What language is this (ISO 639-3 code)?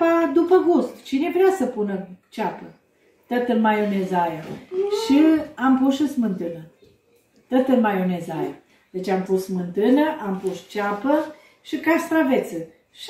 ron